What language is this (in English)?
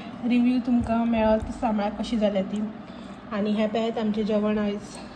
Konkani